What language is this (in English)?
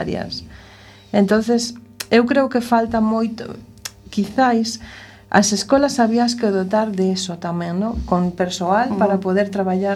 Galician